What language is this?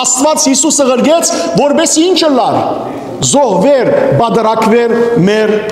Western Armenian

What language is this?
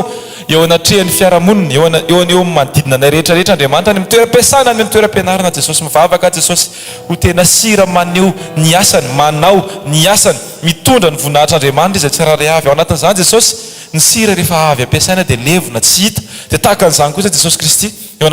Malagasy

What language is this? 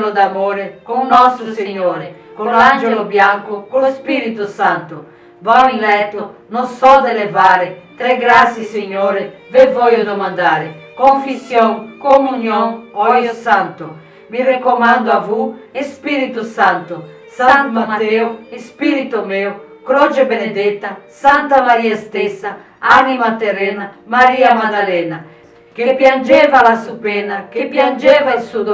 Venetian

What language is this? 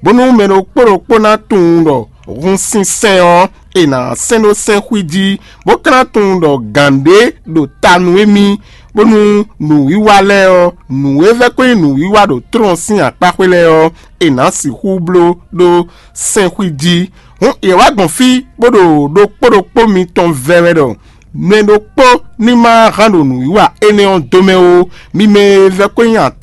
Fon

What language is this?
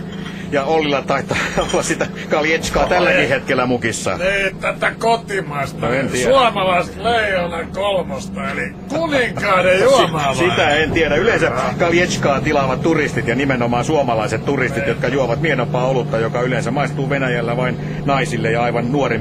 Finnish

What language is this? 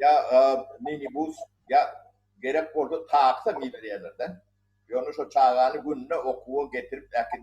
Turkmen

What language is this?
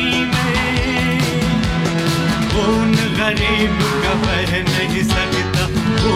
Hindi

